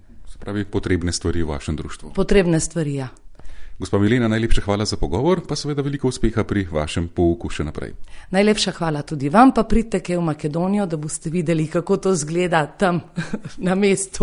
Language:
Slovenian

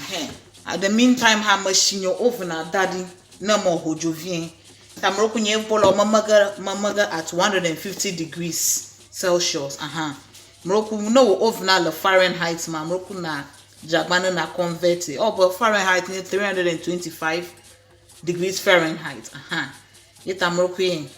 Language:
Ewe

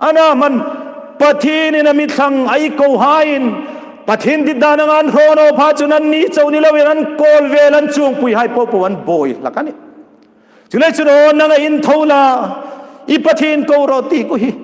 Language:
Hmar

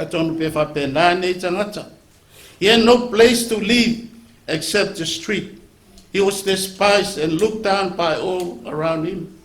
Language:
Samoan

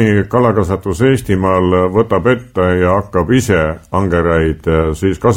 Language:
Estonian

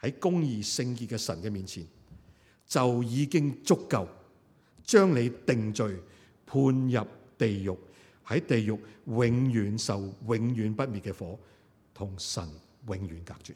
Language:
Cantonese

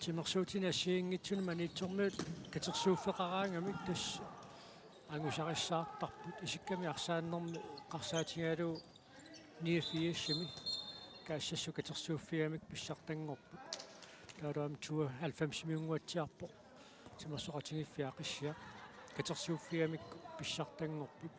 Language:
Kalaallisut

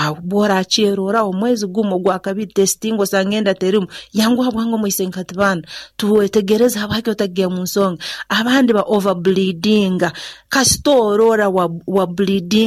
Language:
Nyoro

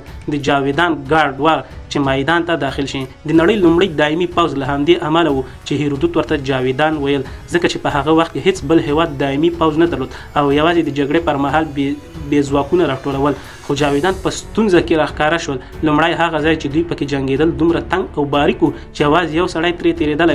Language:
Pashto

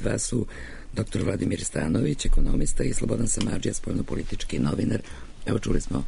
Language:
Serbian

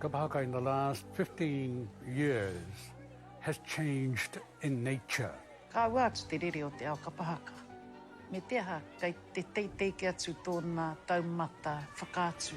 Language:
Māori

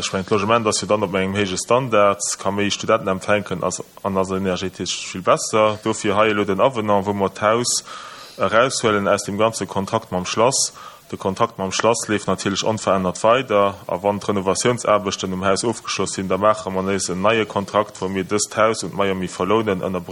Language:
Luxembourgish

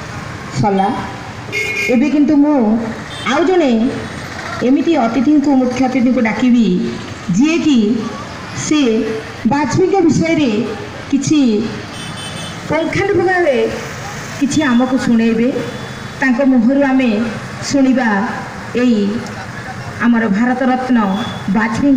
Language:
Odia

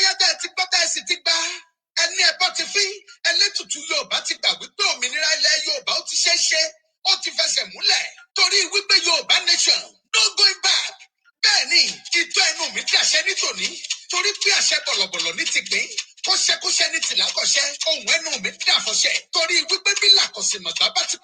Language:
Yoruba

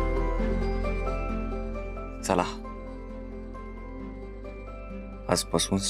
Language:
Marathi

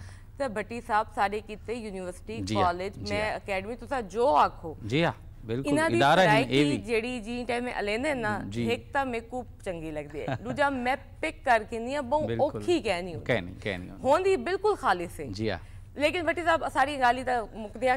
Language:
Saraiki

